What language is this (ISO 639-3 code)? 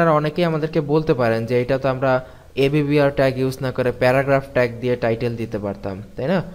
ben